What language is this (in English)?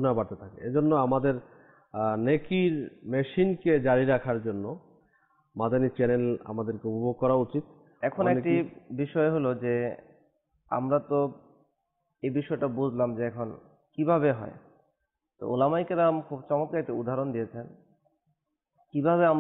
Bangla